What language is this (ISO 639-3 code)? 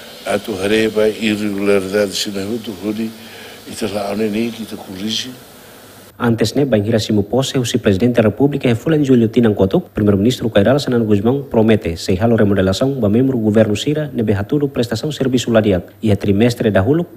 tet